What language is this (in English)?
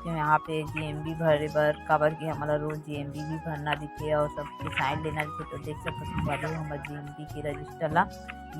Chhattisgarhi